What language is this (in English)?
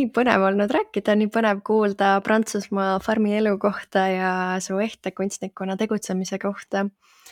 Estonian